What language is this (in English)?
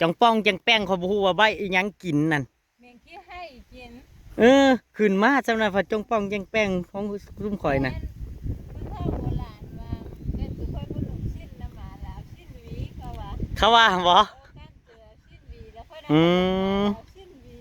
Northeastern Thai